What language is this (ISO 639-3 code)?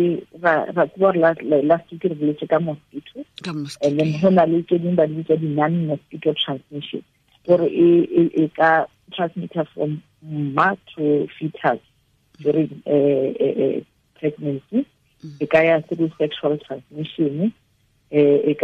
tsn